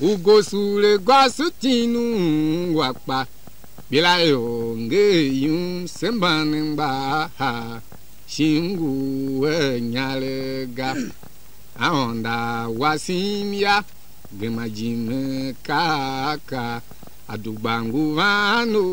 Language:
Tiv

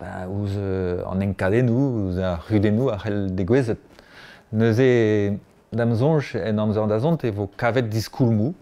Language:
Breton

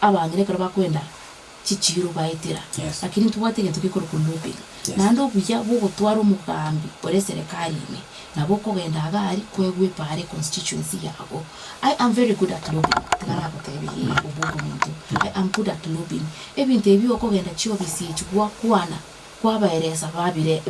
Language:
Gusii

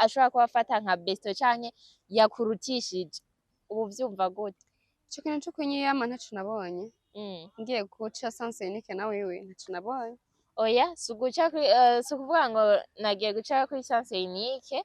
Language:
Rundi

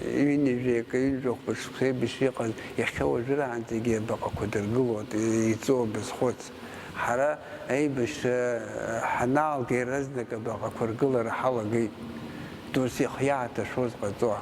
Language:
Abkhazian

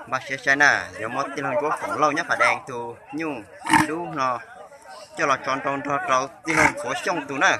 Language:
Hmong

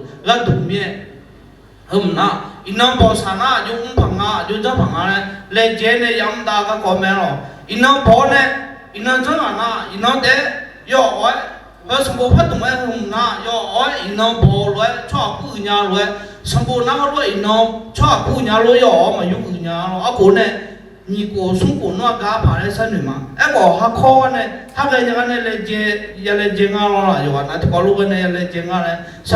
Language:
Akha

